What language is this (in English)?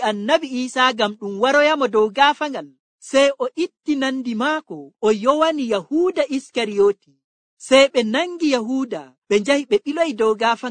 Nigerian Fulfulde